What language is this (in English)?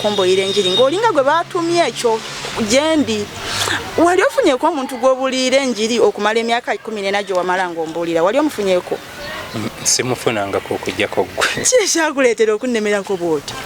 Ganda